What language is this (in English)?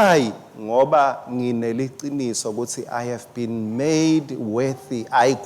Swati